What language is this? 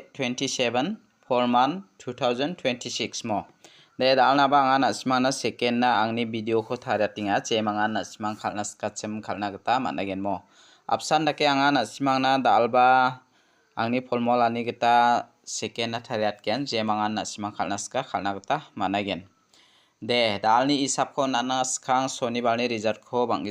Garo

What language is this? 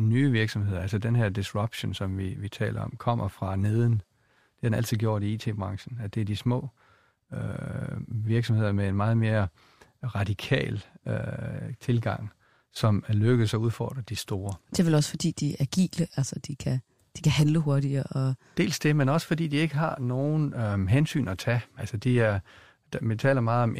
Danish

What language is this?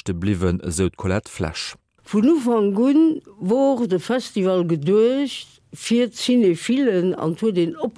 Luxembourgish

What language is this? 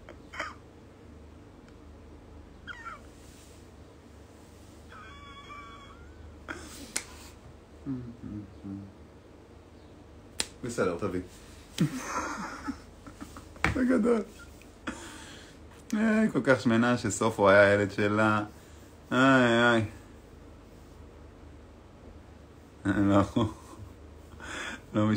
Hebrew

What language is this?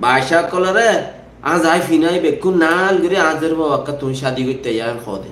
Rohingya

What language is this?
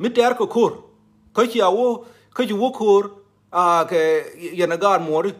Nuer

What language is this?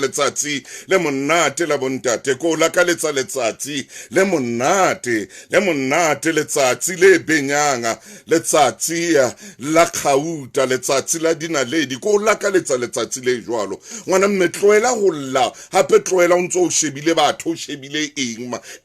Southern Sotho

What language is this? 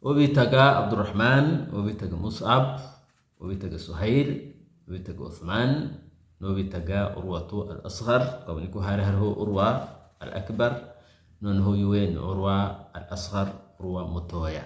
Kinyarwanda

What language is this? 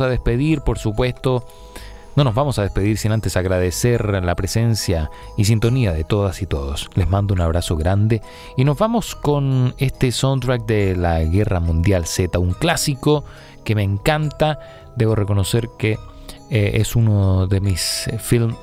Spanish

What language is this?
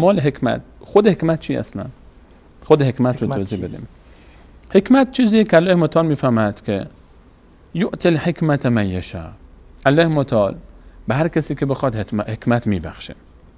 Persian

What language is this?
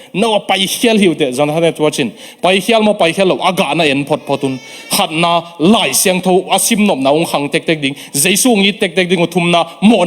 Tedim Chin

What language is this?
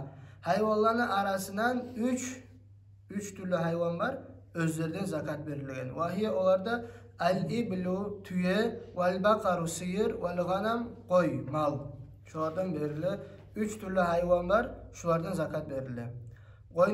Kumyk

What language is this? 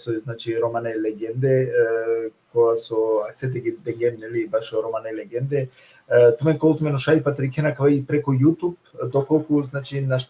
Balkan Romani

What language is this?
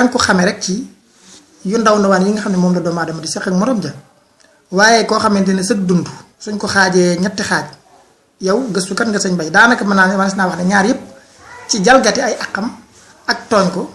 Wolof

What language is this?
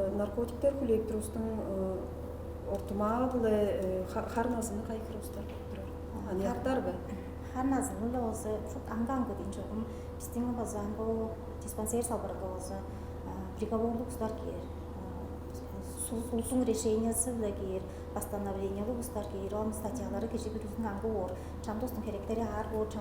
Tuvinian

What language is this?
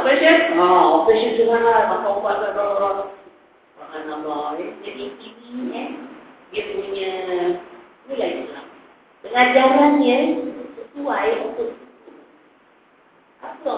Malay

